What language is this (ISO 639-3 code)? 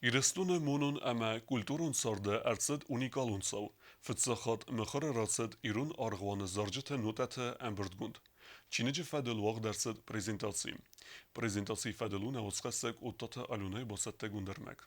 oss